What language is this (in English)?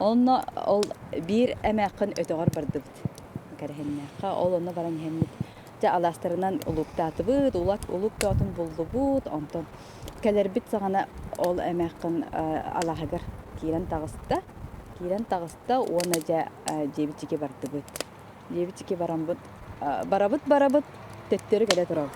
Yakut